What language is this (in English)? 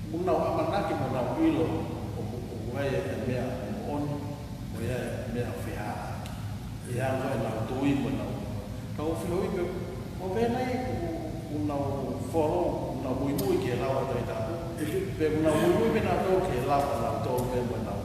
Tongan